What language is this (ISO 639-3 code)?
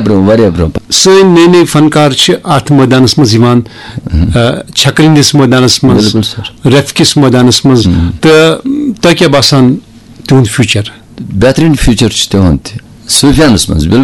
kas